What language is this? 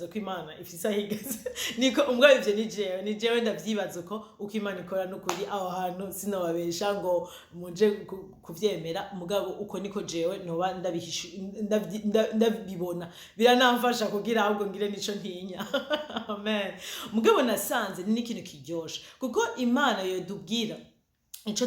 Rundi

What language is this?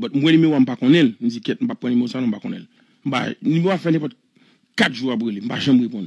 Haitian Creole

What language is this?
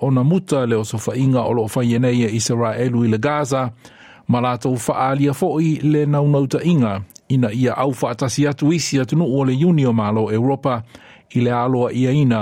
Samoan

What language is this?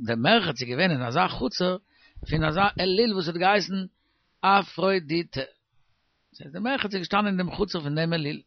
Yiddish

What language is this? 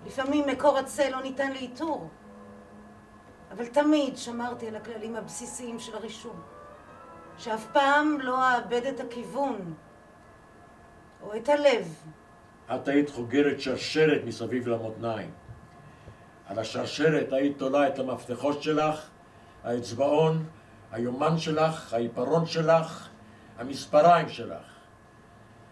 Hebrew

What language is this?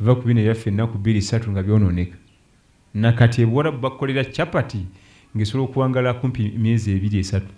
Ganda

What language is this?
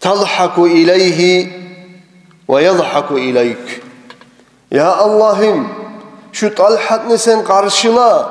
Kumyk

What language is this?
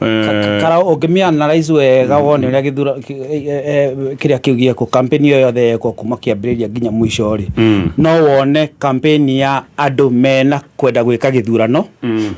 Kikuyu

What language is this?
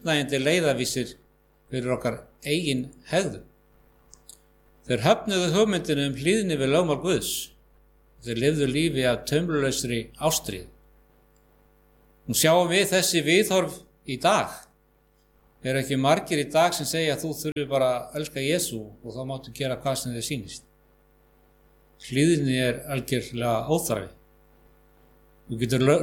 Icelandic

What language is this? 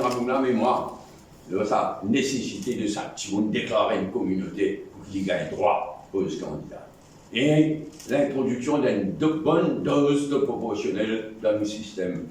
Morisyen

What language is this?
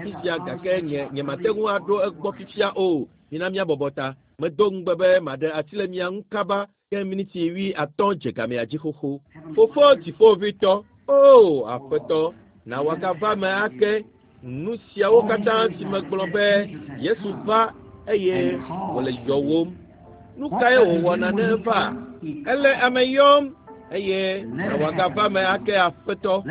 Ewe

